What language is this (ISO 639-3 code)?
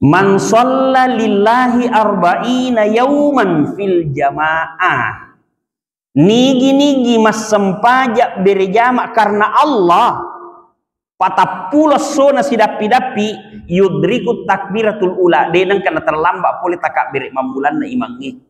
bug